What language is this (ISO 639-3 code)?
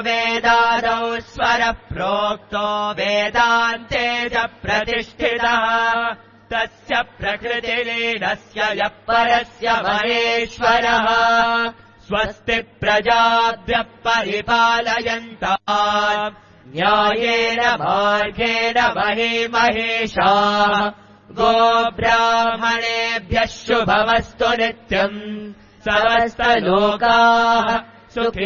san